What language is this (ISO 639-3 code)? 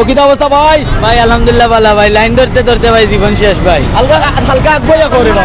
syl